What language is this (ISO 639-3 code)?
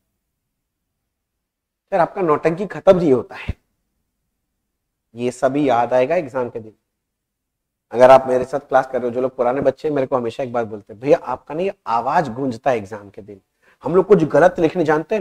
hin